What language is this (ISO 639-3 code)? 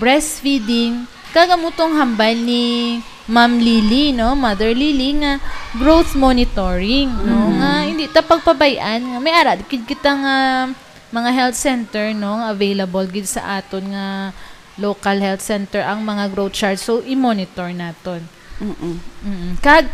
hil